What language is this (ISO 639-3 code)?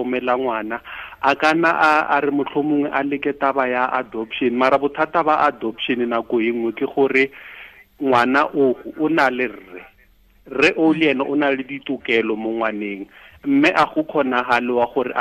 tsn